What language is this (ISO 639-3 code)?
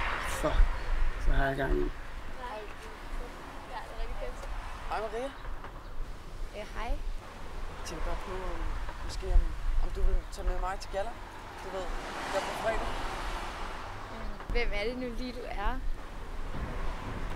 dan